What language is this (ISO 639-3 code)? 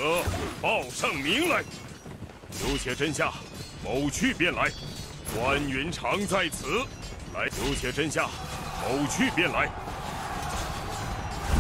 zho